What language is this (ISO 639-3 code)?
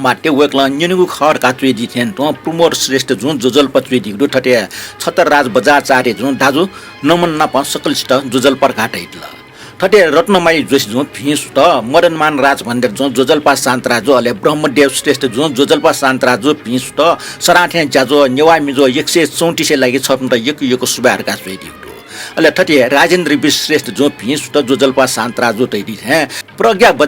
new